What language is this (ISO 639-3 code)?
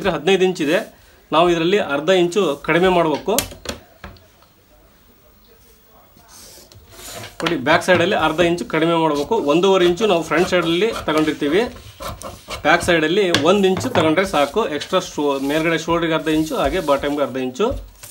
kan